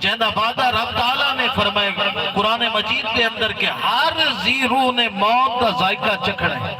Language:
Saraiki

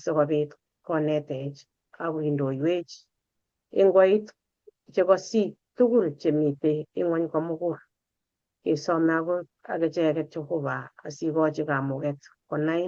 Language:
Kalenjin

